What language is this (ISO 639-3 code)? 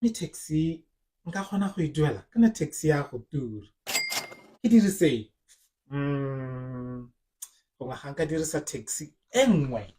tsn